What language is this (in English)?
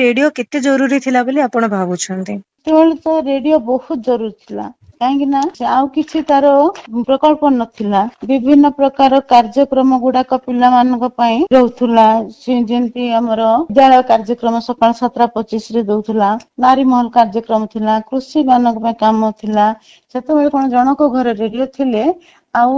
Odia